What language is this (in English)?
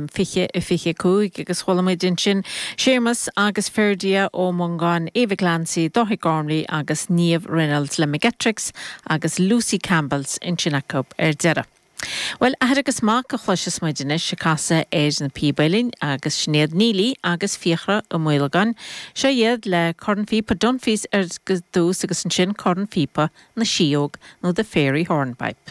Irish